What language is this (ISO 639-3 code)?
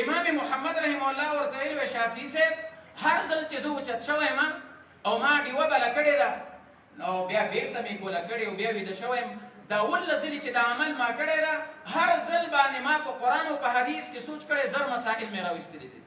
pus